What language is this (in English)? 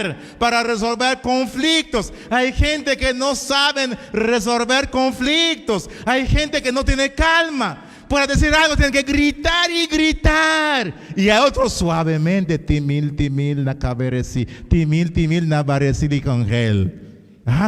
Kekchí